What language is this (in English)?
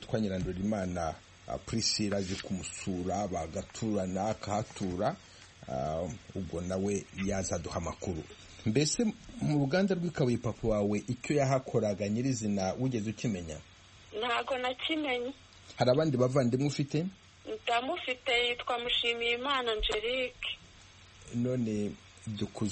Kinyarwanda